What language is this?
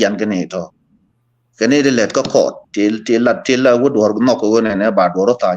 Nuer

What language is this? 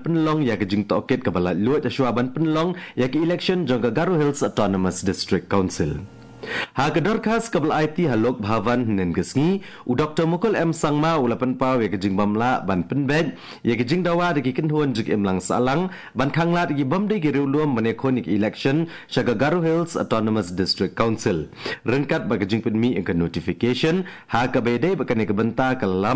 Khasi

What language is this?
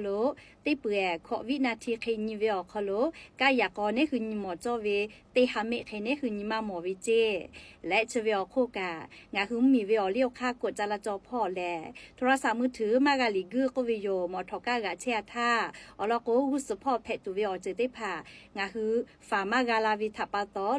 Lahu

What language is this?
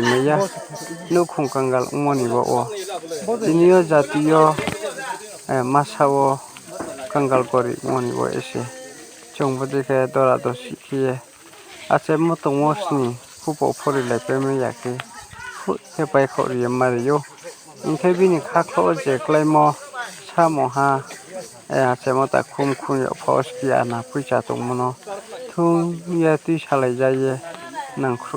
Riang (India)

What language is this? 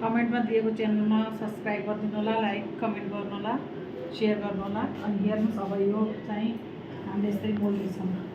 Nepali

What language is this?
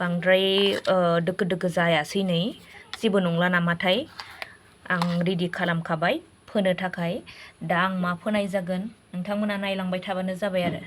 Bodo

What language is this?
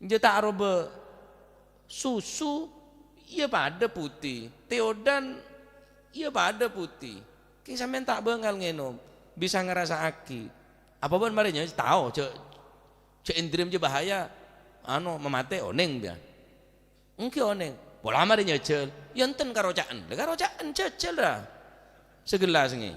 Madurese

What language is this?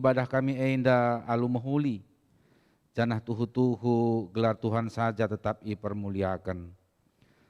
Batak Karo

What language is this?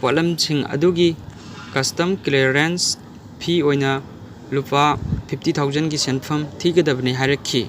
Manipuri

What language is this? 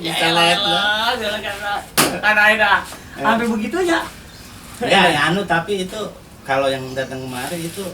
Betawi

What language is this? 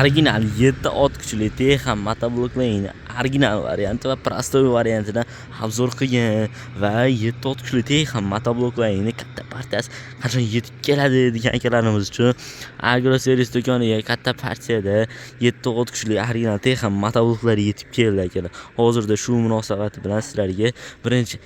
Uzbek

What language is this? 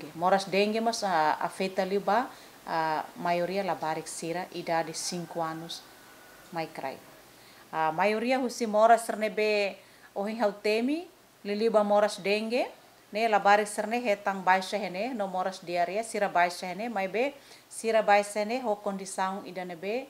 Tetum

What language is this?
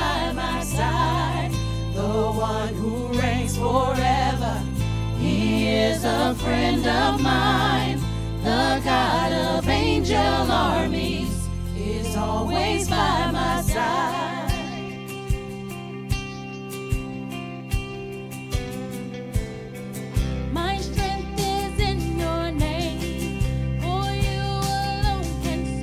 English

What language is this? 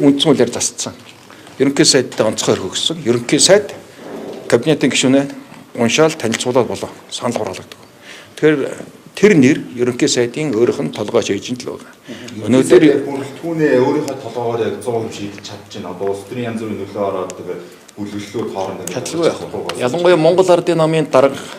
Mongolian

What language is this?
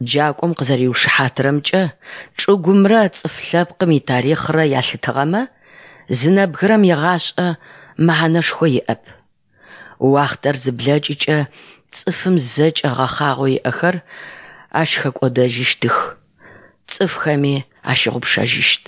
Adyghe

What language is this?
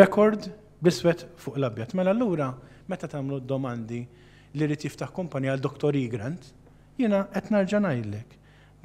Maltese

